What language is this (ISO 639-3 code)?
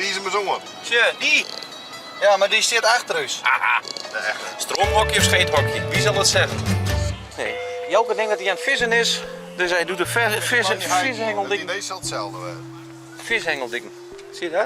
fry